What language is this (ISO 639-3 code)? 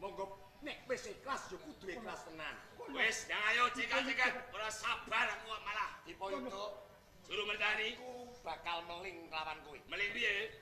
jav